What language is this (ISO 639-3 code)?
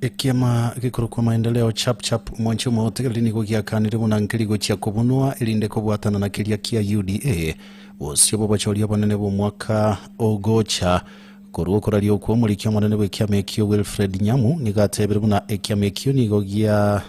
guz